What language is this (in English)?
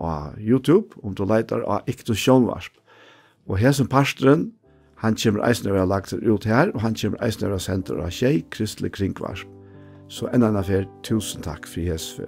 Faroese